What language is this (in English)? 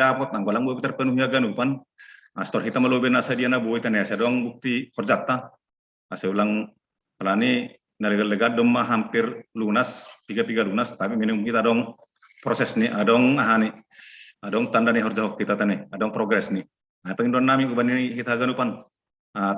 Batak Simalungun